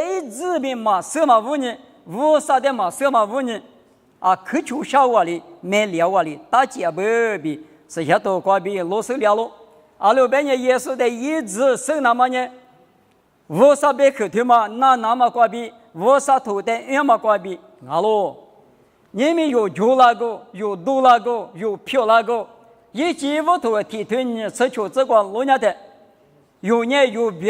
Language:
Lisu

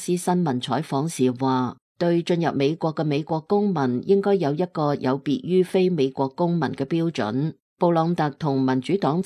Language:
Cantonese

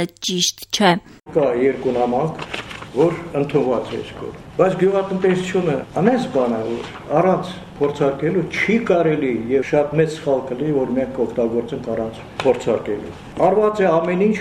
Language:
Armenian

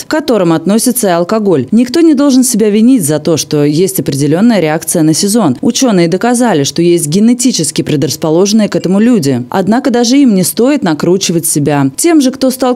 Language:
Russian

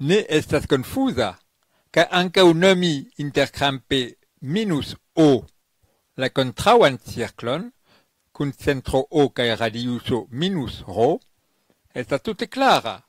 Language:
Esperanto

